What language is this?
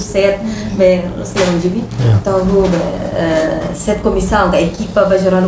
Tetum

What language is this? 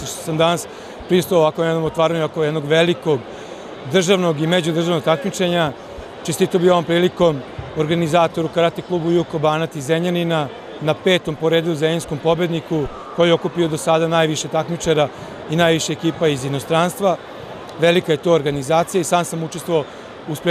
Serbian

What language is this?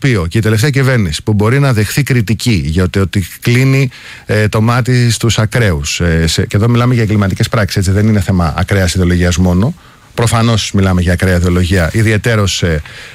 Greek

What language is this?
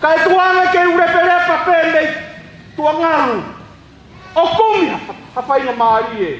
Tongan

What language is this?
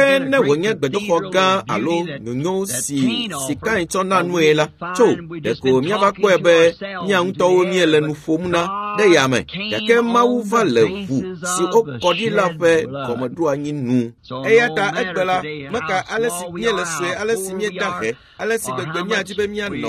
Ewe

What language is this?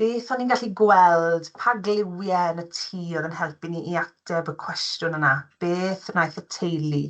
Welsh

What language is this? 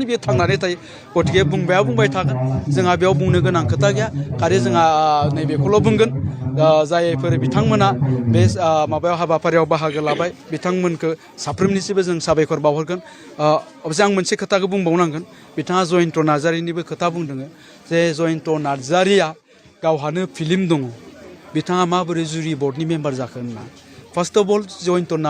Bodo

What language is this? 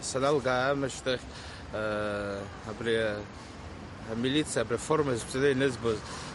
Abkhazian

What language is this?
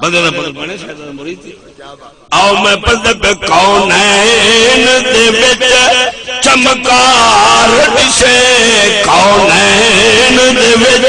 Saraiki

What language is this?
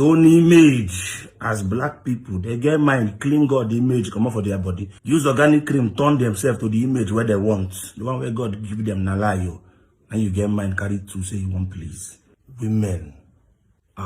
Nigerian Pidgin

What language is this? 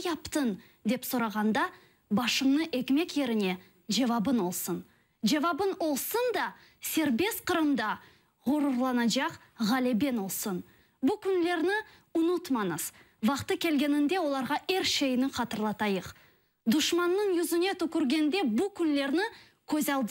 Crimean Tatar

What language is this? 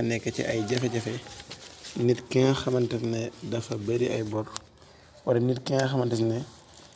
Wolof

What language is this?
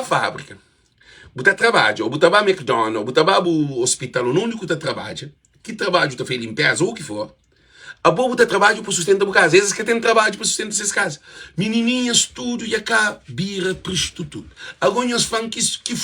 Kabuverdianu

